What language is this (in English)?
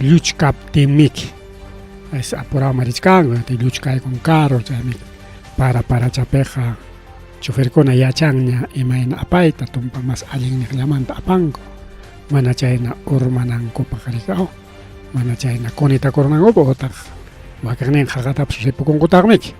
Ayacucho Quechua